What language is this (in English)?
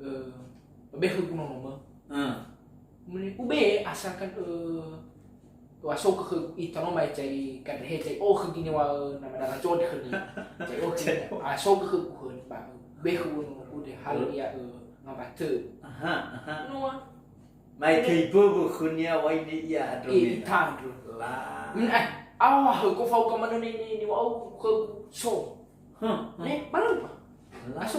Nias